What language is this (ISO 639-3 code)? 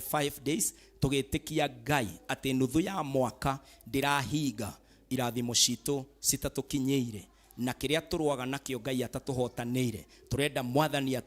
kik